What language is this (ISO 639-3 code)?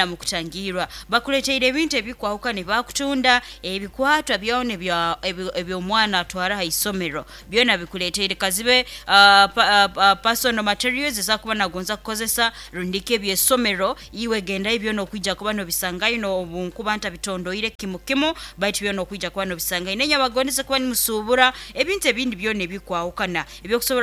nyo